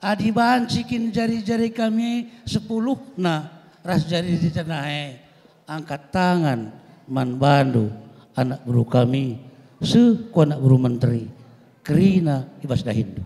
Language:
Batak Karo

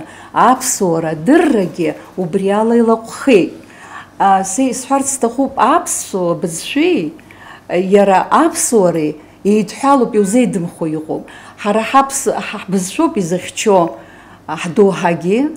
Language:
Abkhazian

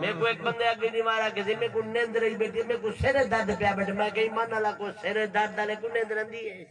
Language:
Saraiki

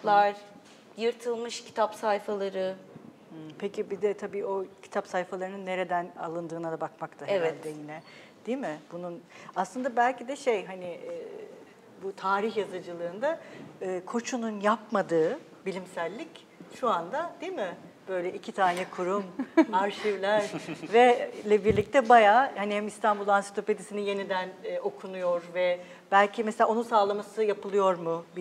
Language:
Turkish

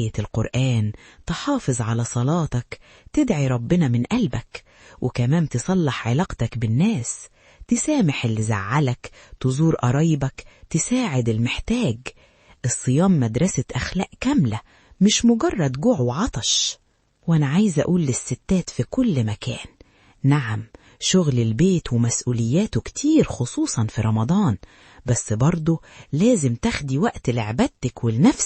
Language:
Egyptian Arabic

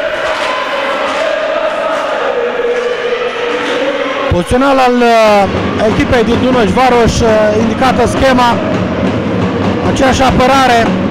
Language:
Romanian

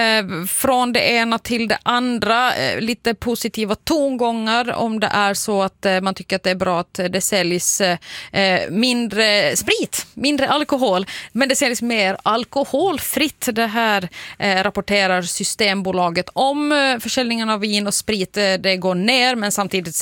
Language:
Swedish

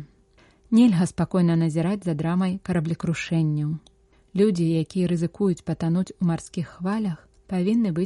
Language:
Belarusian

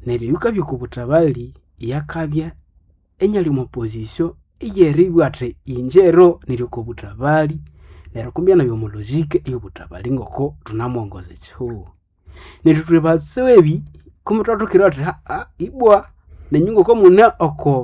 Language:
Nande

